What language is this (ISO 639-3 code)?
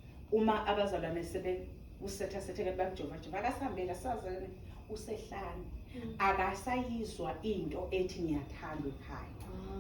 zul